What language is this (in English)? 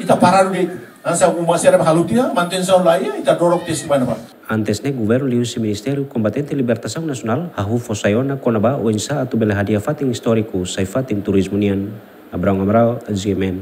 Tetum